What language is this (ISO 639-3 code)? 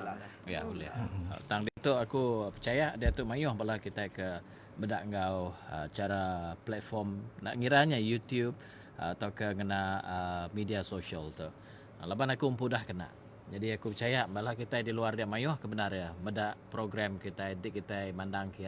iba